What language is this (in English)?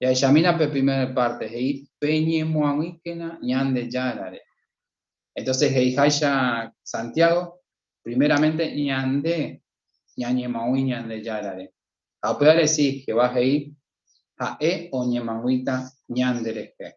Guarani